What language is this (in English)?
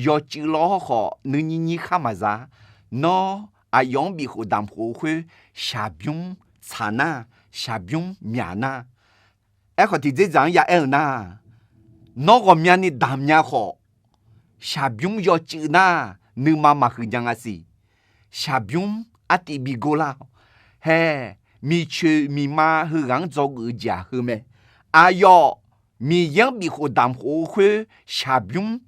Akha